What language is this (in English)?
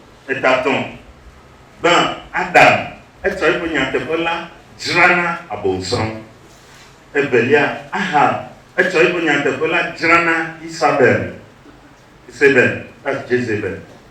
Ewe